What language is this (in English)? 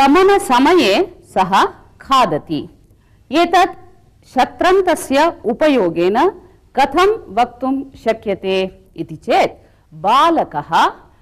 Sanskrit